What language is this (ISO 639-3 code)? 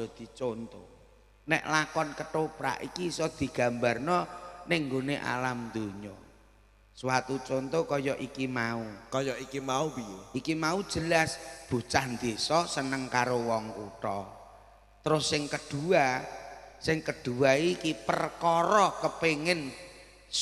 jav